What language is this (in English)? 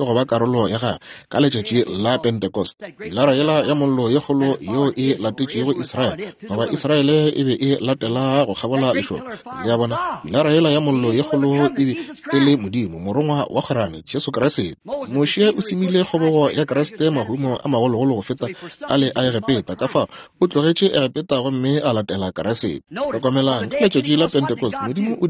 Northern Sotho